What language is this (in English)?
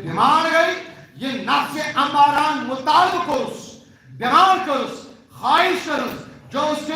Kashmiri